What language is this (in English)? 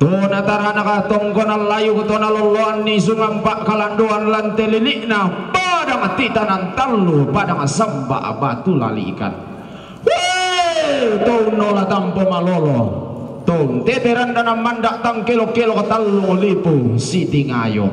Toraja-Sa'dan